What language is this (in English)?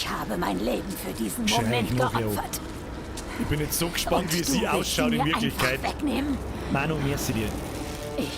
Bavarian